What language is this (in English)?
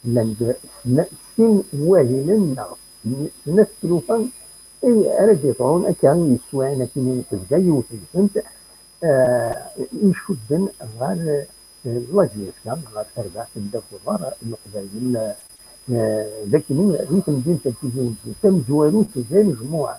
Kabyle